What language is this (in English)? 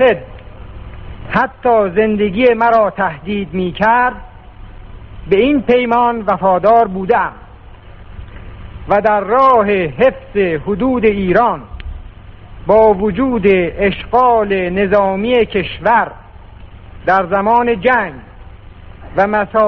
Persian